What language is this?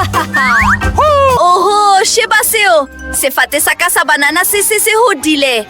Southern Sotho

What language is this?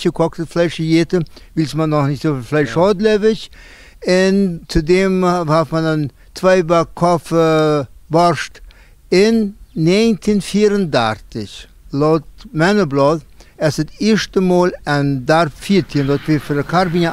Plautdietsch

